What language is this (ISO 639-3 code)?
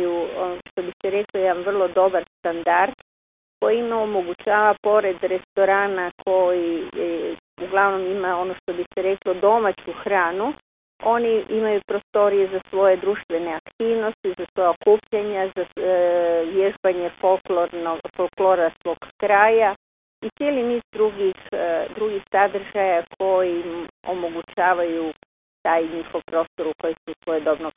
hrv